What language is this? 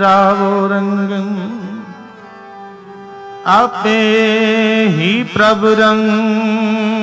Punjabi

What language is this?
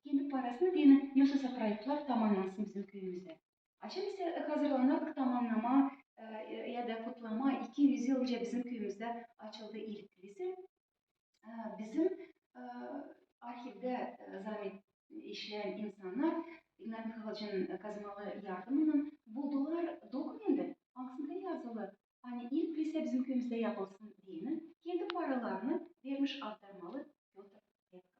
Gagauz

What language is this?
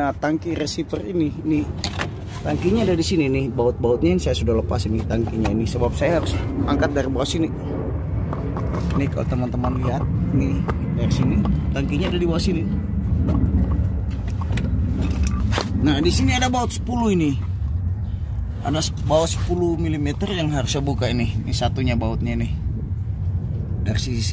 Indonesian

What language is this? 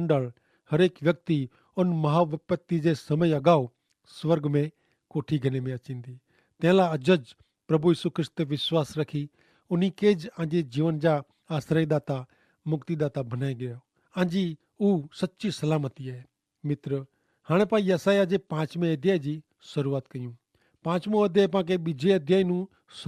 Kachhi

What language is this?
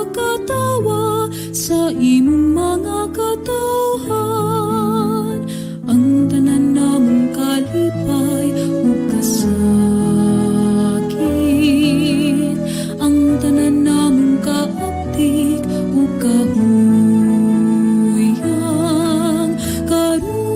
Cebuano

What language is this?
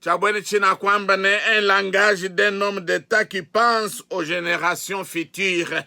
Luba-Lulua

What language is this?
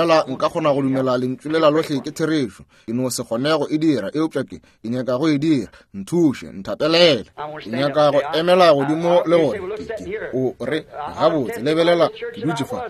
Northern Sotho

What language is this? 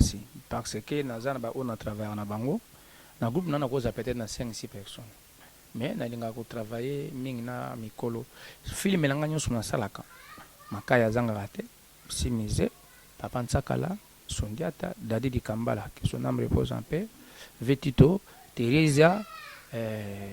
Lingala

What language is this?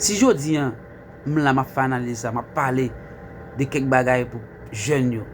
Haitian Creole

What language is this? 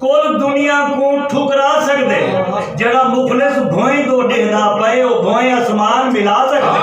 Saraiki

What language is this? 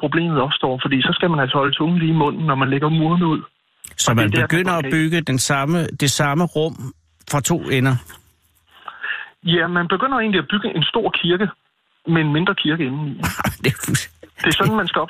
Danish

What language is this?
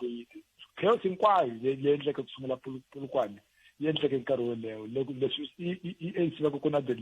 Tsonga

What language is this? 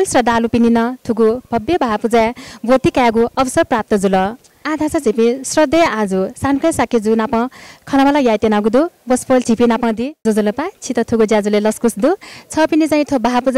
Newari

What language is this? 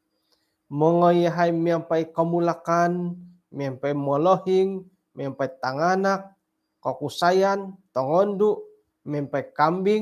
Central Dusun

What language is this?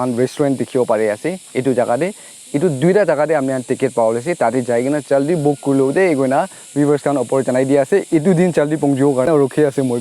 Naga Pidgin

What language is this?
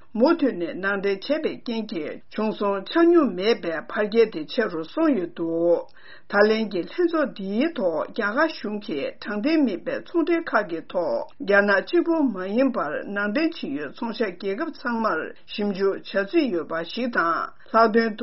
Tibetan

